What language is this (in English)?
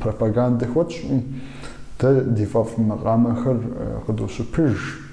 Kabardian